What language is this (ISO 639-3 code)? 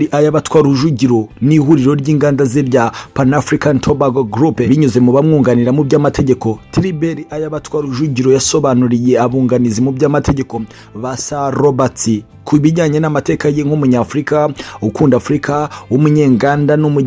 kin